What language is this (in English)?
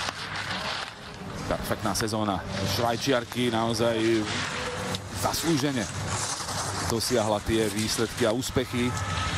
Slovak